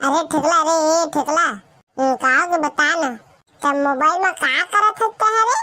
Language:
Chhattisgarhi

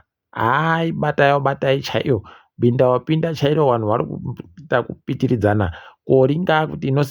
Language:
Ndau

